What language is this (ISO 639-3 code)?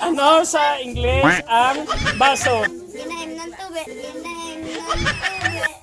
hil